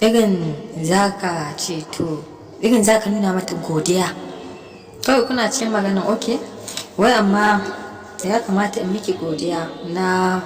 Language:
Hausa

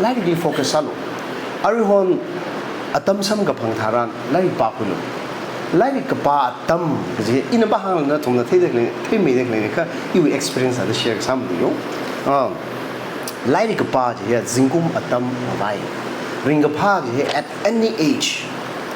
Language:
Tangkhul Naga (India)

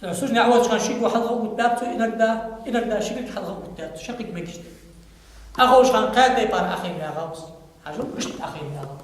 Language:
Ingush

